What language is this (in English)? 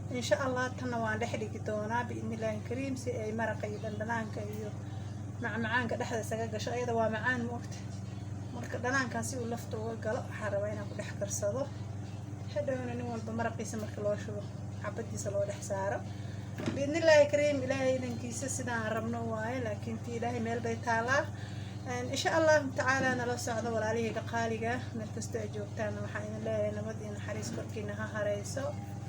Somali